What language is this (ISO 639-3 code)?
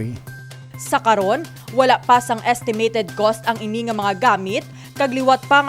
hil